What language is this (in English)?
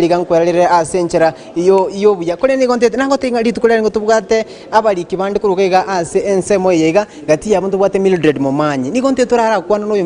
Gusii